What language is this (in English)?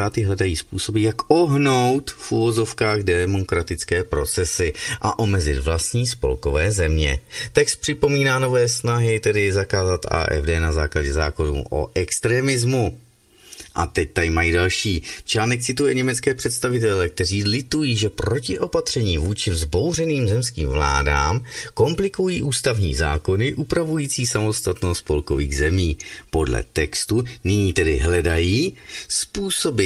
Czech